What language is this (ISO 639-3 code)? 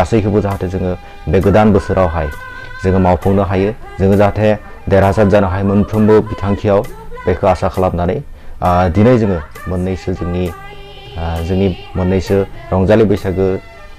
brx